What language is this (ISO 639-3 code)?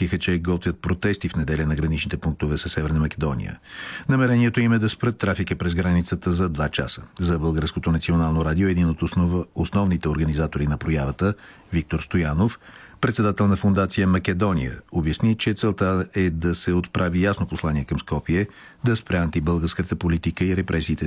bul